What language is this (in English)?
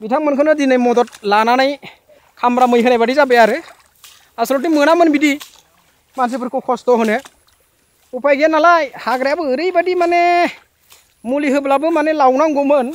Bodo